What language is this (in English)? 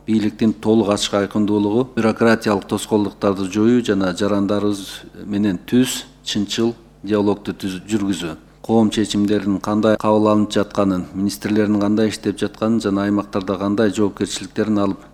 Kyrgyz